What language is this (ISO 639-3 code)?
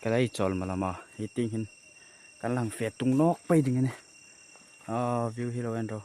hmr